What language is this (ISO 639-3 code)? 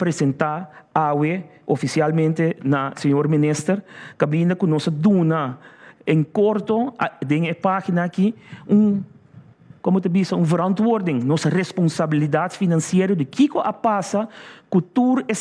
pap